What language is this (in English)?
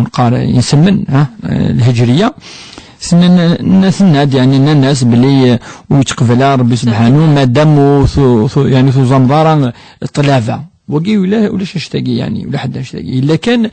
Kabyle